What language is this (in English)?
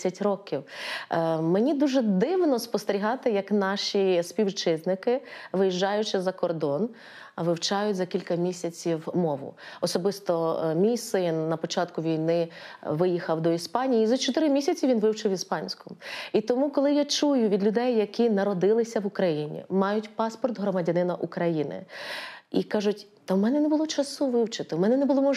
Ukrainian